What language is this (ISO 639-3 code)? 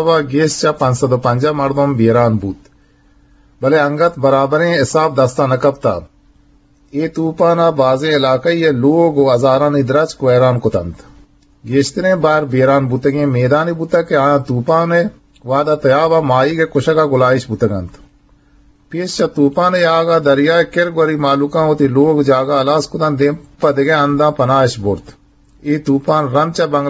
bgp